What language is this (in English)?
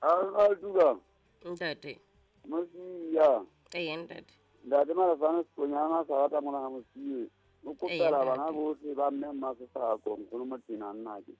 Southern Sotho